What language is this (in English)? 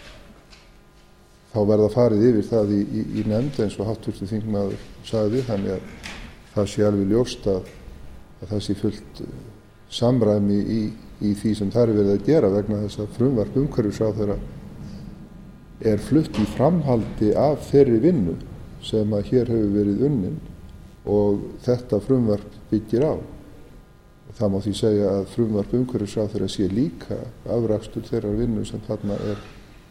Icelandic